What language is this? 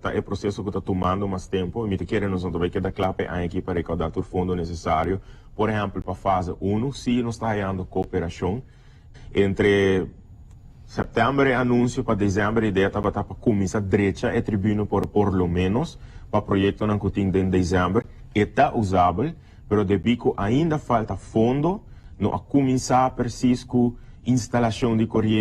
Papiamento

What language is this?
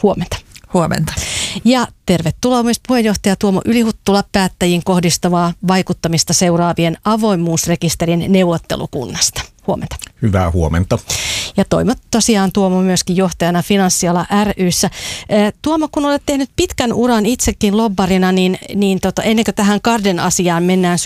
Finnish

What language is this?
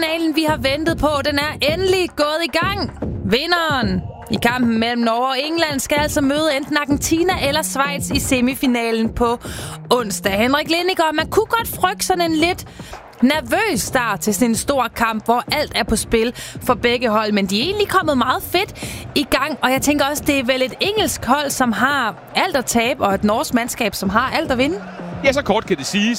Danish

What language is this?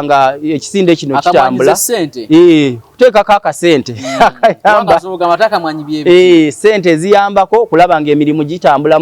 Ganda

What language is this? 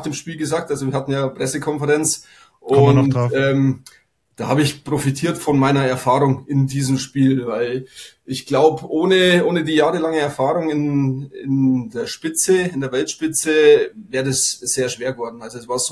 German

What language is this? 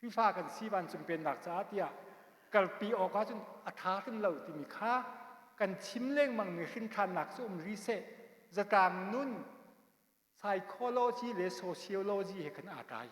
Hakha Chin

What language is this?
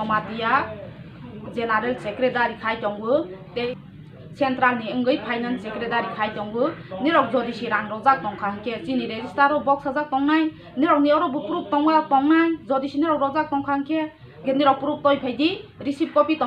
Kok Borok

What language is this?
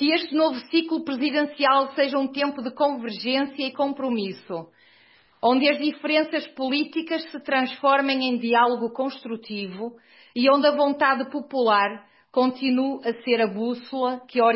Portuguese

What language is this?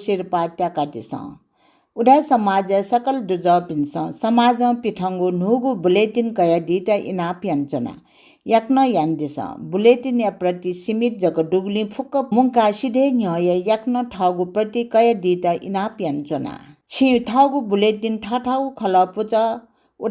Newari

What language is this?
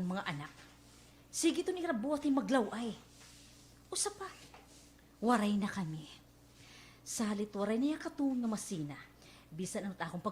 Waray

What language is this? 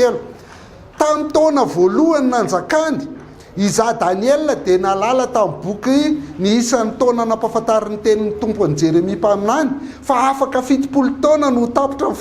Malagasy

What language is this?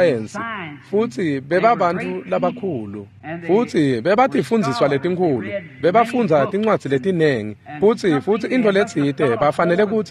Swati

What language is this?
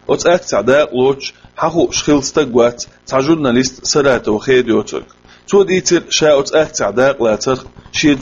Chechen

